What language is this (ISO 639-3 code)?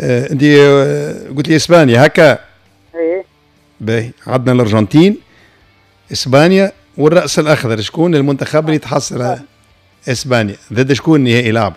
aeb